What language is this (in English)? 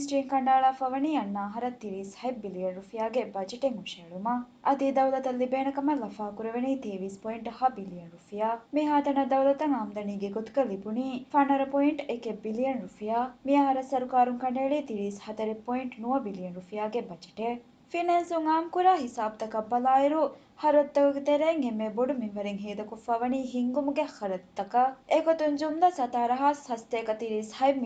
Divehi